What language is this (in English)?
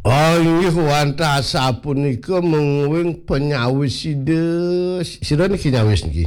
Balinese